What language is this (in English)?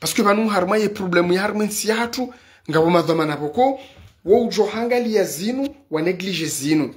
Ngazidja Comorian